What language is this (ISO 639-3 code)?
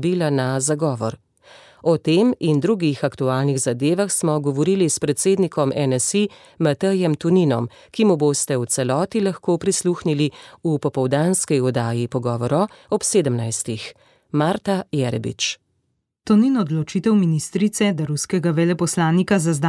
slv